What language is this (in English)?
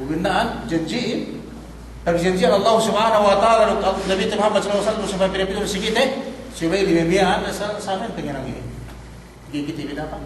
Yakan